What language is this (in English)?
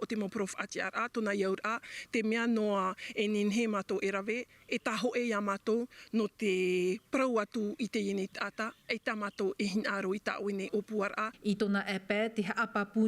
Tahitian